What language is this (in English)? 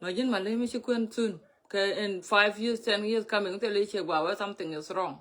Nuer